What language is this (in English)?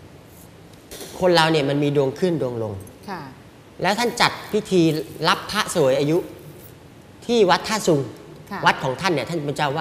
Thai